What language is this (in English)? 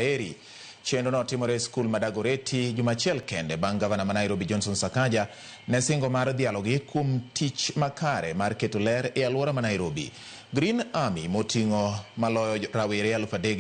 Luo (Kenya and Tanzania)